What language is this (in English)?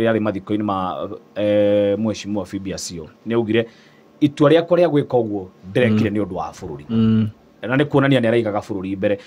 Kikuyu